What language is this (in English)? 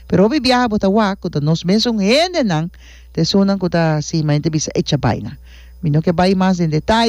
Papiamento